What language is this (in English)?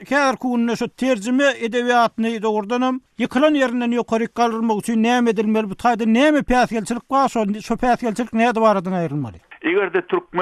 Turkmen